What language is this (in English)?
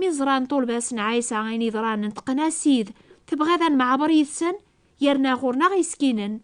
Kabyle